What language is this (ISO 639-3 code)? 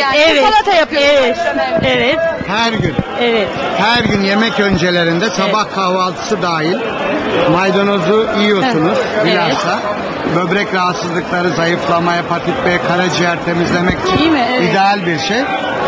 tur